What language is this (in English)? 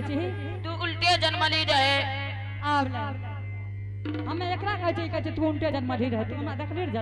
Angika